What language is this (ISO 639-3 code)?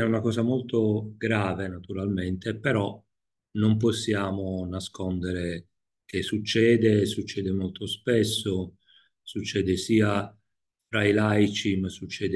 ita